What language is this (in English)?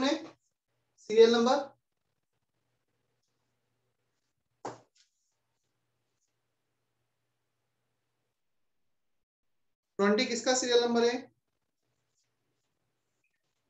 Hindi